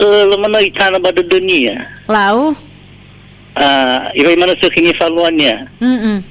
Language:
Nias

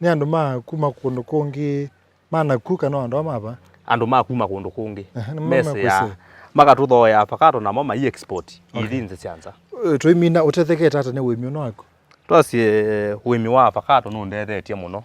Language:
Kamba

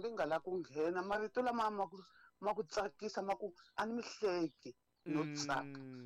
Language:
Tsonga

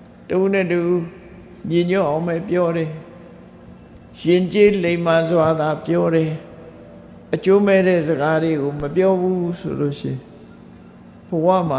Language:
Burmese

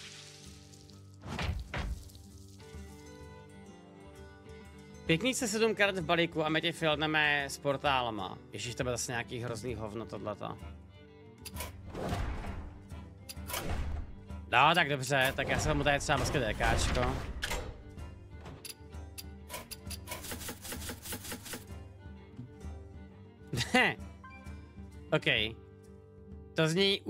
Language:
Czech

